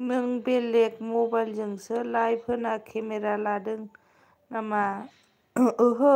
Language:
Bodo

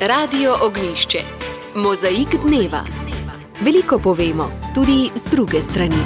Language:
Slovenian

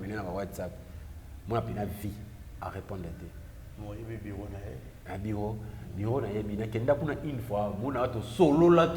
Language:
Lingala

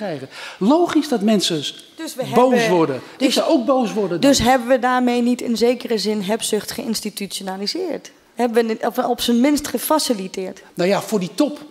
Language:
Dutch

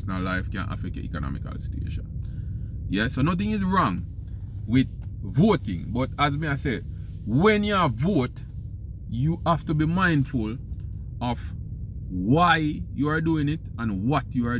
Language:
Jamaican Creole English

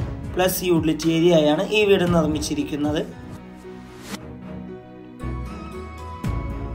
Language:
Malayalam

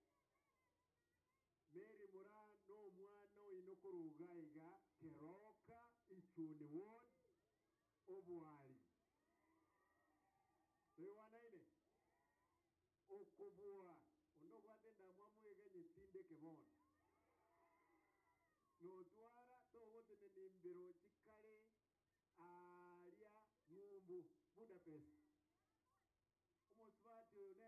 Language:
Gusii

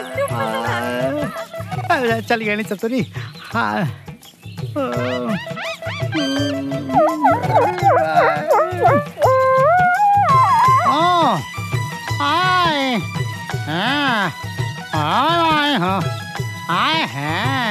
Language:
Bhojpuri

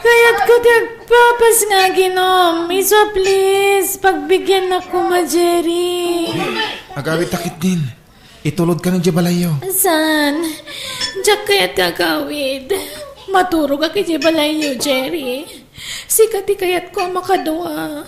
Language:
Iloko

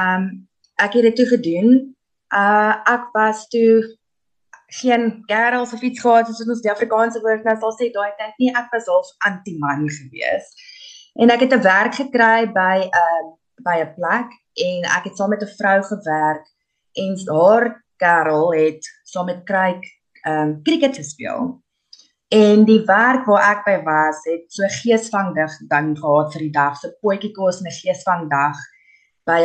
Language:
Afrikaans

